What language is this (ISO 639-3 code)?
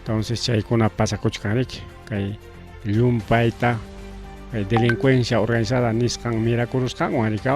quy